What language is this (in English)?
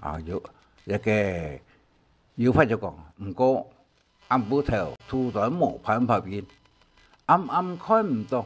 Hakka Chinese